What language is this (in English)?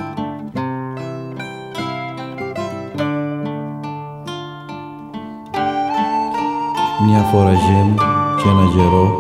Greek